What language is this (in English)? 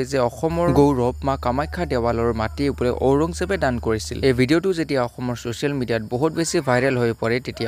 Assamese